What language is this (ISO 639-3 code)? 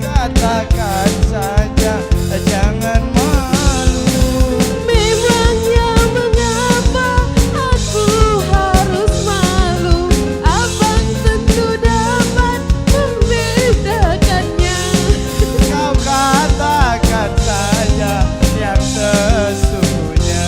mui